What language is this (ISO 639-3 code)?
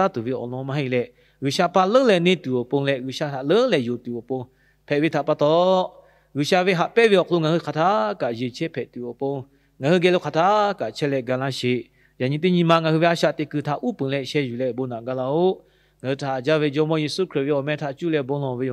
lhu